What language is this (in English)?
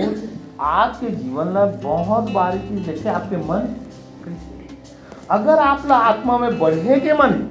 Chhattisgarhi